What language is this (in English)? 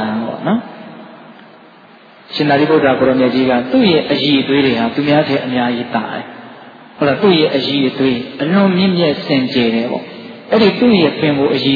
Burmese